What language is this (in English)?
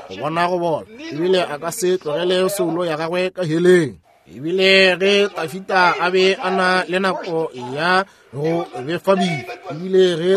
Northern Sotho